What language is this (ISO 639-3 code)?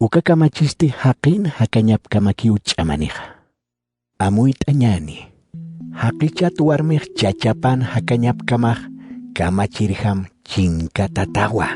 aym